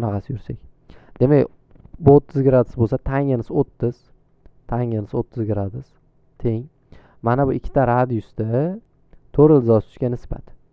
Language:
Uzbek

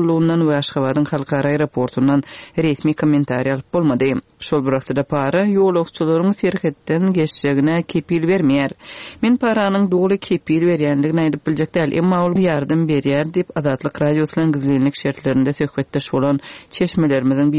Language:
Turkmen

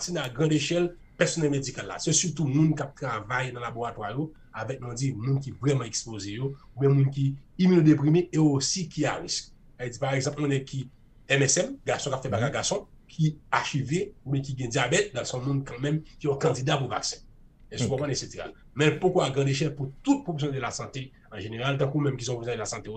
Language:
Haitian Creole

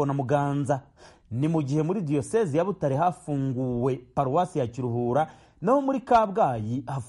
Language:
Kinyarwanda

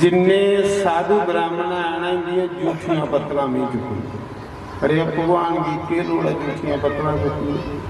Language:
Dogri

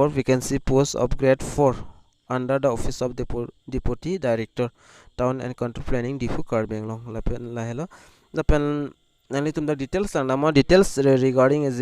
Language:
Karbi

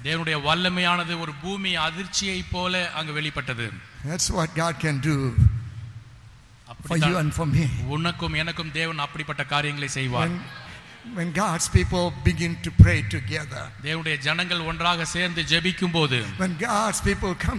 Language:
Tamil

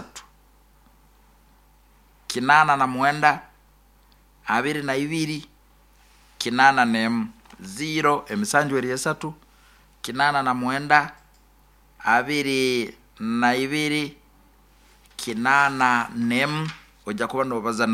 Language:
Nyoro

